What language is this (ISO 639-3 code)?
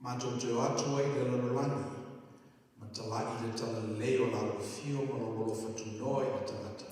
smo